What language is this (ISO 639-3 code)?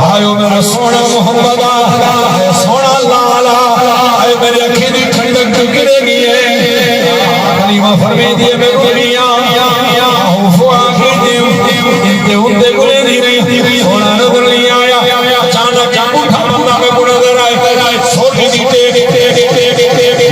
skr